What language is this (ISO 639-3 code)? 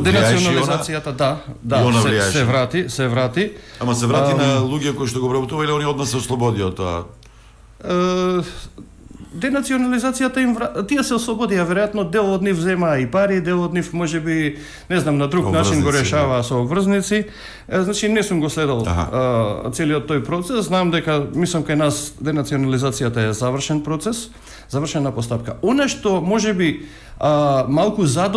mkd